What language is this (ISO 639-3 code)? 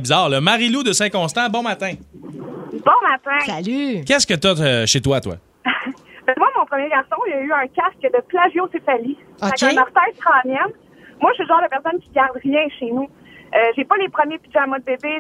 fra